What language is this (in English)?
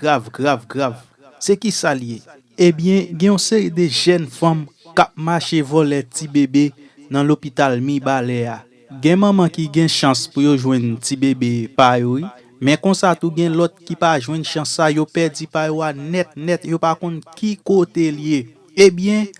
Haitian Creole